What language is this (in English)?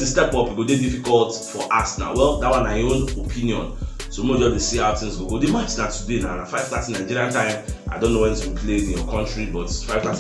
Nigerian Pidgin